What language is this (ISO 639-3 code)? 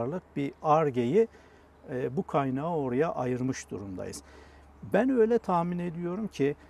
tur